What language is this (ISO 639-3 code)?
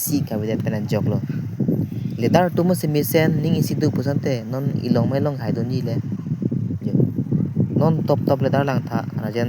mjw